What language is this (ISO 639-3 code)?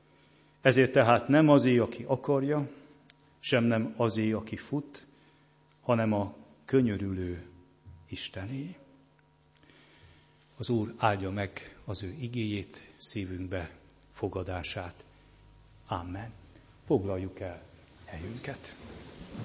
hun